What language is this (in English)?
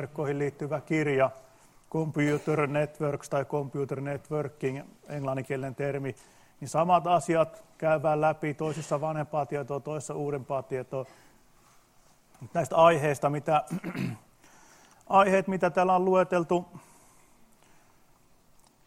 Finnish